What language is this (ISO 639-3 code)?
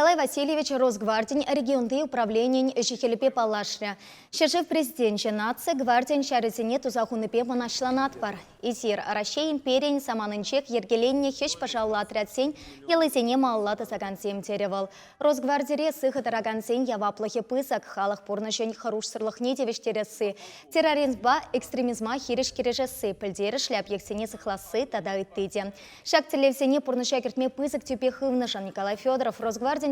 chv